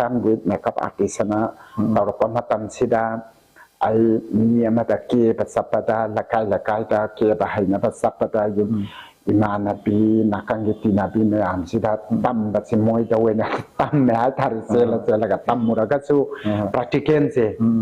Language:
Manipuri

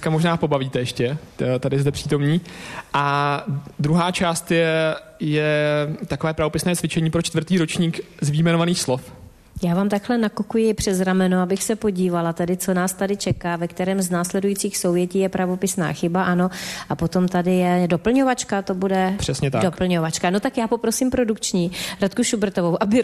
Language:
Czech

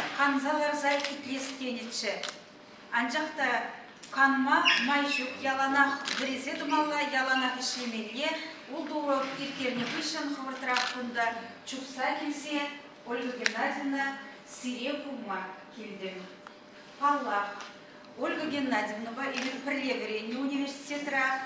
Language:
Chuvash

